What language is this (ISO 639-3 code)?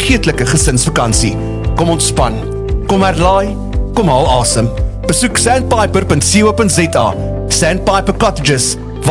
afr